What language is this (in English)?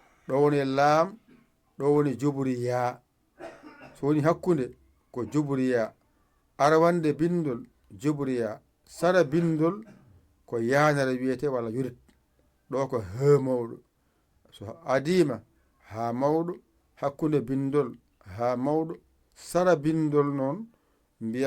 Fula